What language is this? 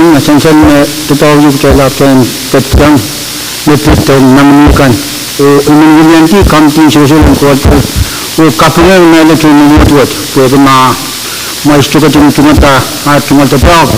Pohnpeian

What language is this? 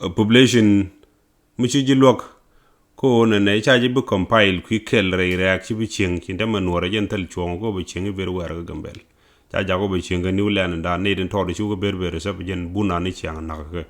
Nuer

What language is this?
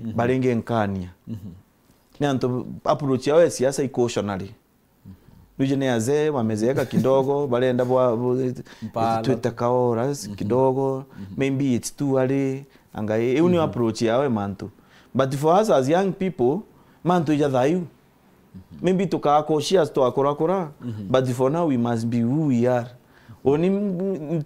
Meru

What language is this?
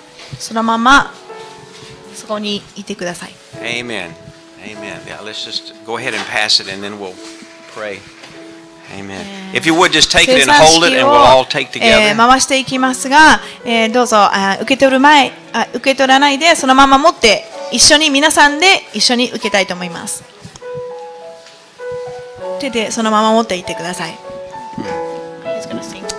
Japanese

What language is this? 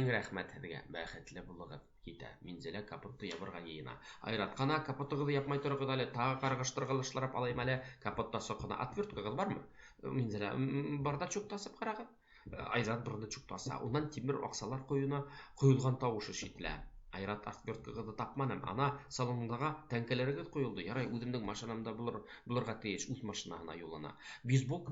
Bashkir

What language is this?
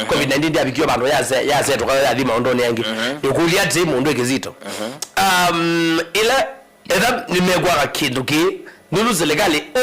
Kamba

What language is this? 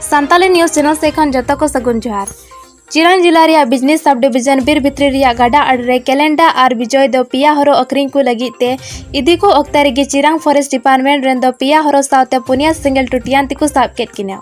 Santali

